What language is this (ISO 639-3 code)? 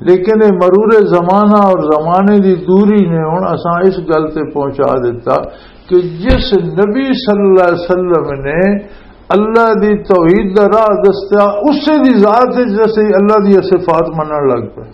lah